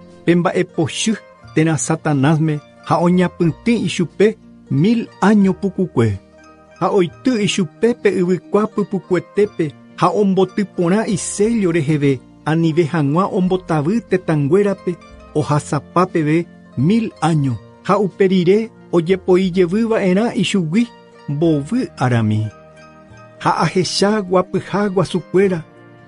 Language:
Guarani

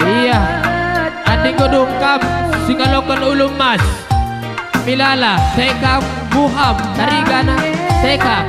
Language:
Batak Karo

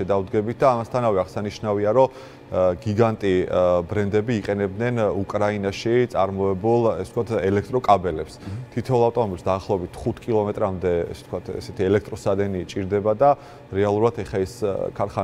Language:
Georgian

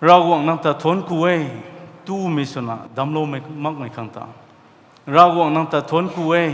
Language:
Rongmei Naga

